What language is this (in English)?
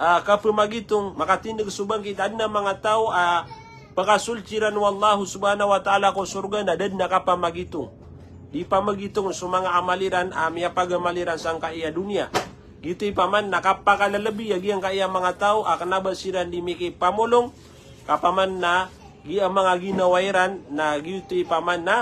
Maranao